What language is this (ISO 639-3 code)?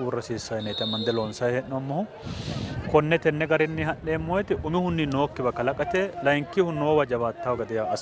sid